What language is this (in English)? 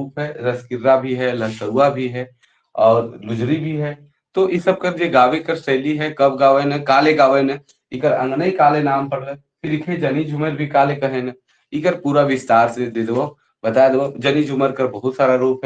Sadri